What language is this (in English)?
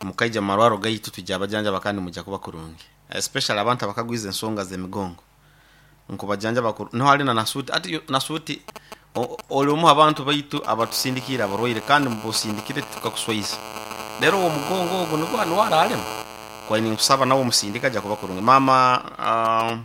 Nyoro